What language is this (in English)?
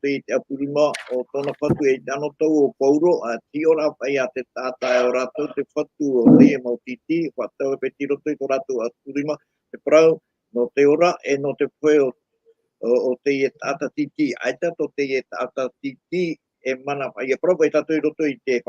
Tahitian